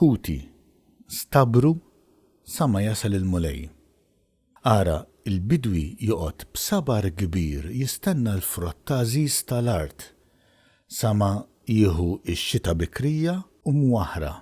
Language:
Maltese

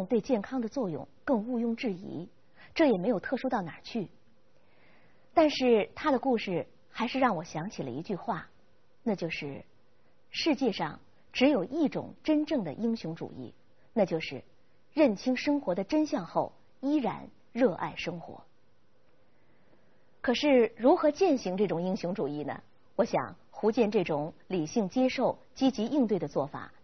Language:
Chinese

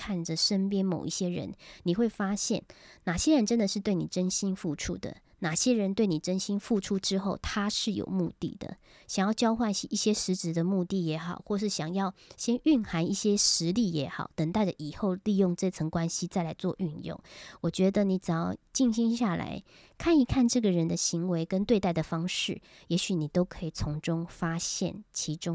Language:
Chinese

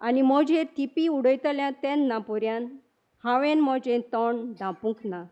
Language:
Konkani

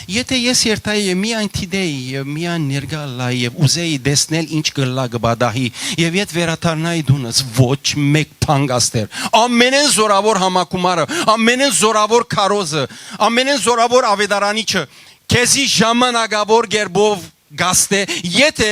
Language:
Western Armenian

